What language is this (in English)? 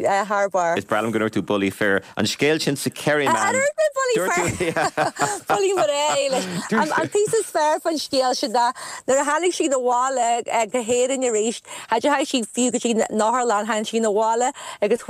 Irish